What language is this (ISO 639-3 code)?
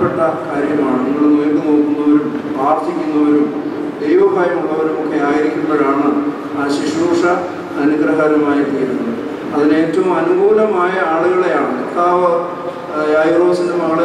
mal